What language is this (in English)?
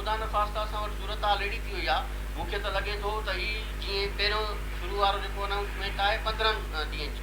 Sindhi